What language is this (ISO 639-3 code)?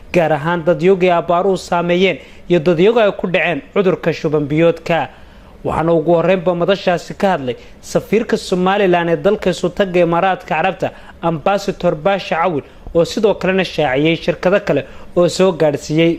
som